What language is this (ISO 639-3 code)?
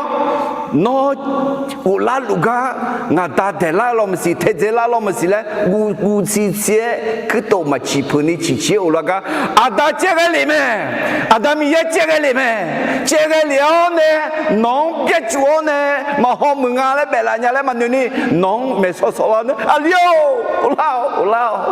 ahk